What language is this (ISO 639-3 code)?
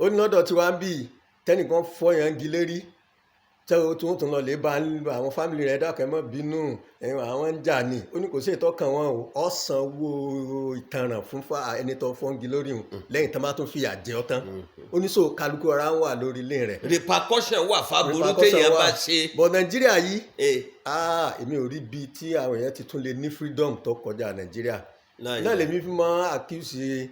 yor